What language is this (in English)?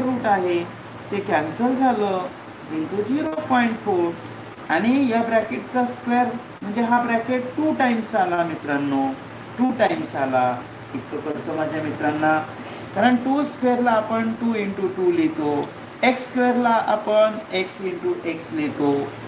Marathi